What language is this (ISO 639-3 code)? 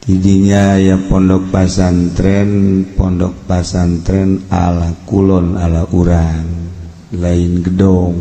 sun